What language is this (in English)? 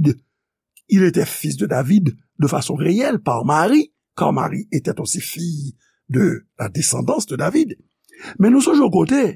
Haitian Creole